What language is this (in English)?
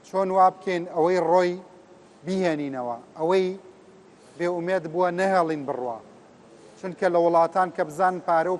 Central Kurdish